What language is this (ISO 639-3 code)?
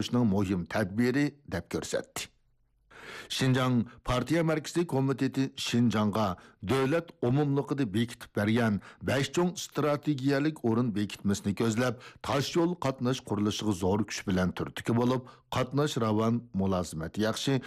uig